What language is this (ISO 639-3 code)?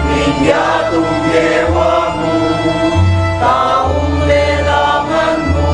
pam